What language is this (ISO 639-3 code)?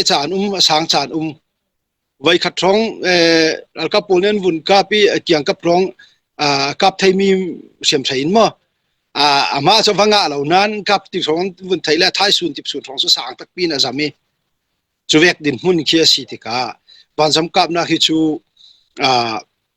cfm